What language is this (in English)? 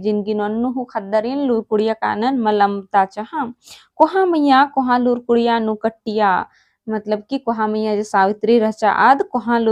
Kurukh